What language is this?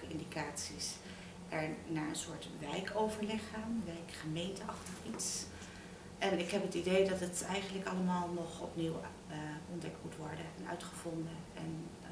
Dutch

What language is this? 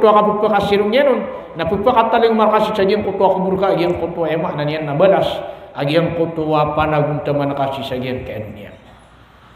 Maranao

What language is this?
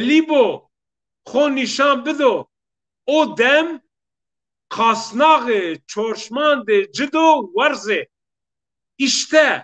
Zaza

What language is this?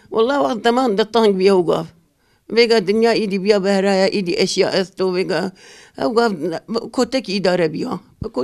Zaza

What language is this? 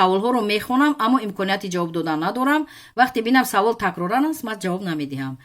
Tajik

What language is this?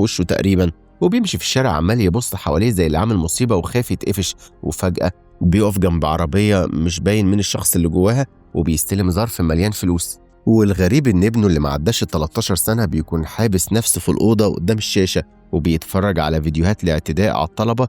Egyptian Arabic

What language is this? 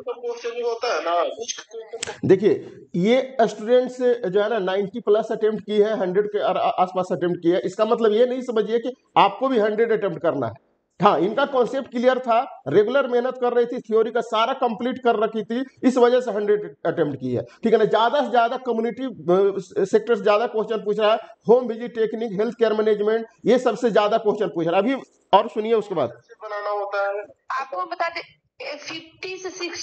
Hindi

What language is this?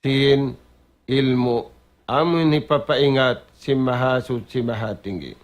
Tausug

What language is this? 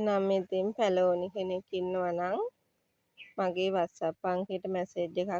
Sinhala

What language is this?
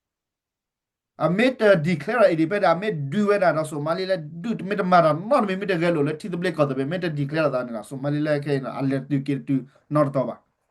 S'gaw Karen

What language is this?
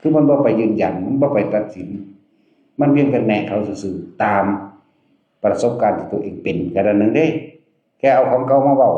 Northeastern Thai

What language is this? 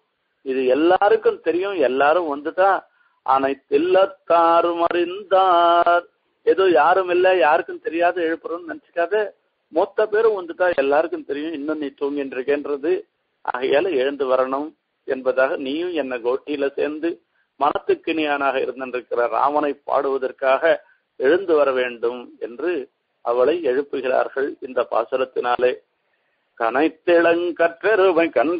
Tamil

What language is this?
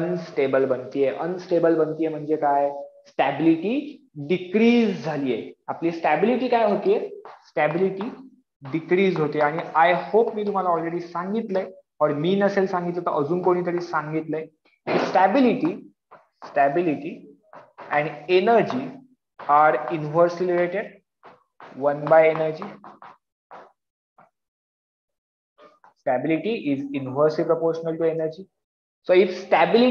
Marathi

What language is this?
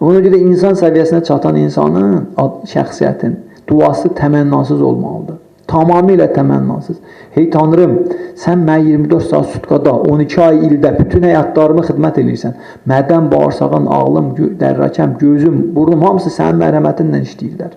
Azerbaijani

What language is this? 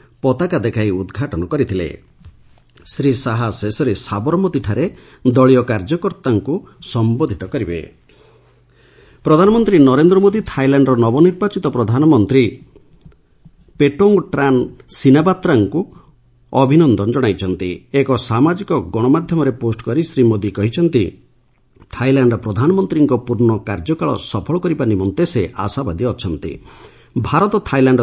Odia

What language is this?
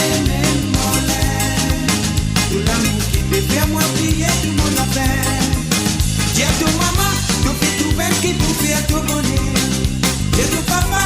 Morisyen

